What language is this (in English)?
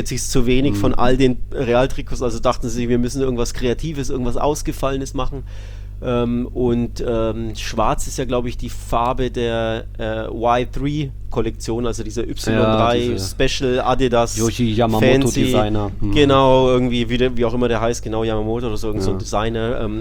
German